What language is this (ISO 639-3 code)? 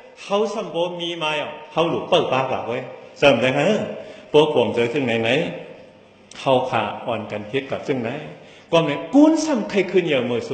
shn